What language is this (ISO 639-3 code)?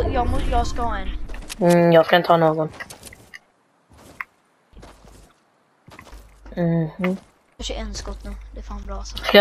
swe